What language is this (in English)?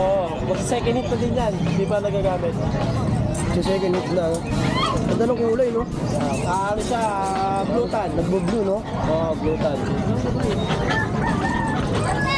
Filipino